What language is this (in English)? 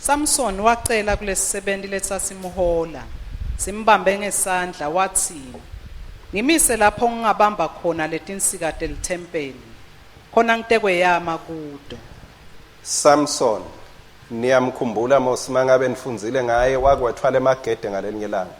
Swati